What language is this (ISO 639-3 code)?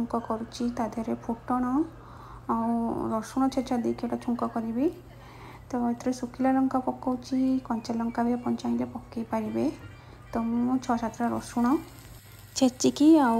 ori